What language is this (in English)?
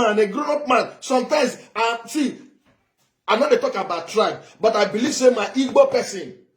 Nigerian Pidgin